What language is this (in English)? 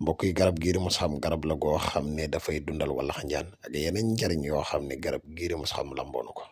Wolof